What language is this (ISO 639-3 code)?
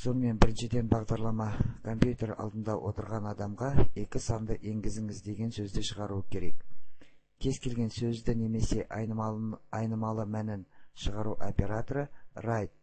kaz